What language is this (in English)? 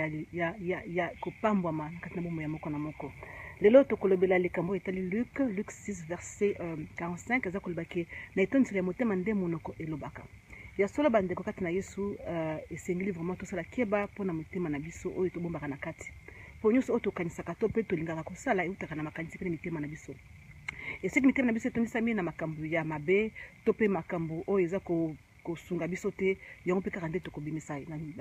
Lingala